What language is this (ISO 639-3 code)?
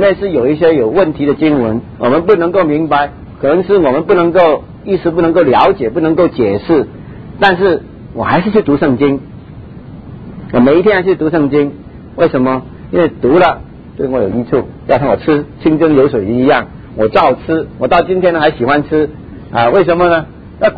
zho